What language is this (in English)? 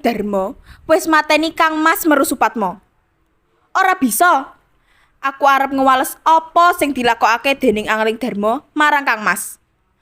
Javanese